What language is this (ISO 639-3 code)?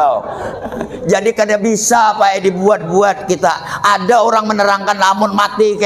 bjn